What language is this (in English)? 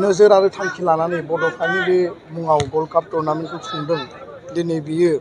Bodo